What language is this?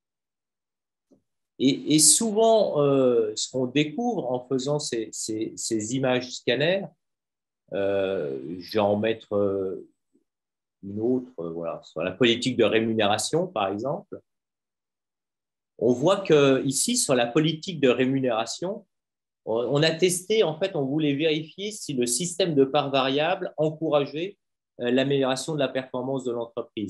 French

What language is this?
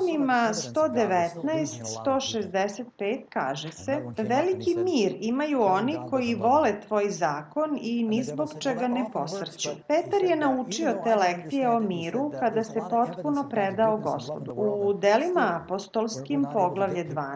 Serbian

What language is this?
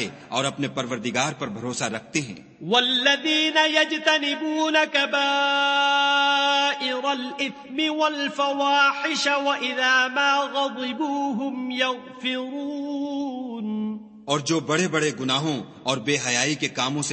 Urdu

